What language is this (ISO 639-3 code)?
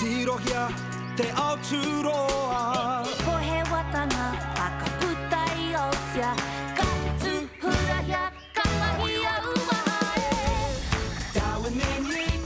mri